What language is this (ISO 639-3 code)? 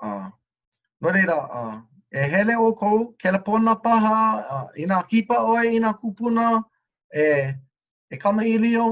haw